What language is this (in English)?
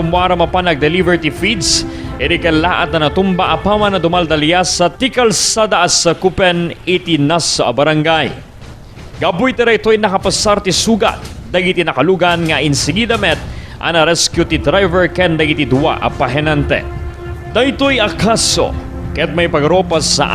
Iloko